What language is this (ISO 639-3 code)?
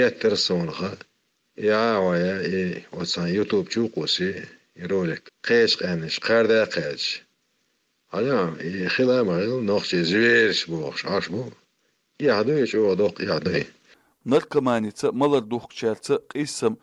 che